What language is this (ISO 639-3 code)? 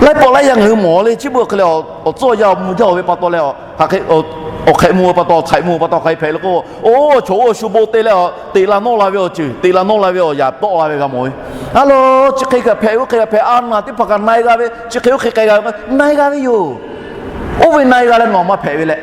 lhu